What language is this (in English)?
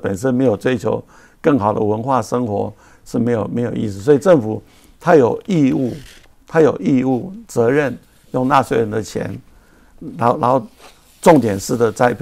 Chinese